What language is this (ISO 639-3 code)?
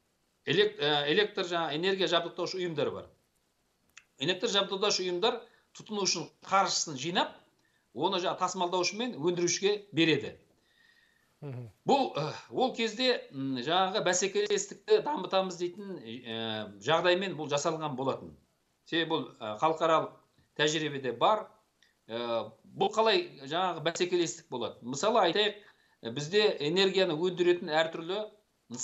kaz